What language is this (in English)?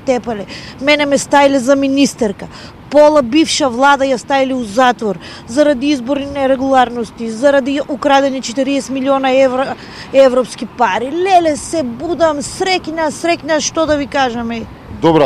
Macedonian